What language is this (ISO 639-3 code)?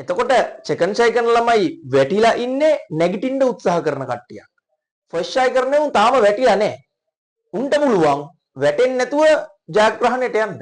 sin